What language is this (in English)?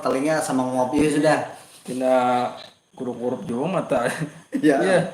Banjar